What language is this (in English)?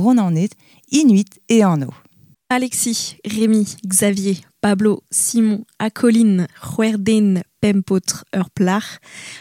Breton